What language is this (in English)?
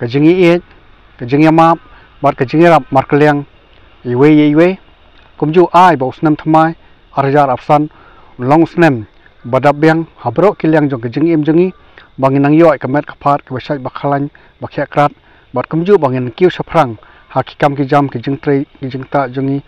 Khasi